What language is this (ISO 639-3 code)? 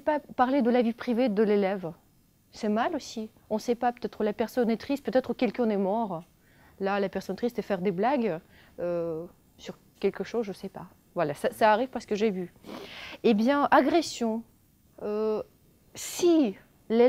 fra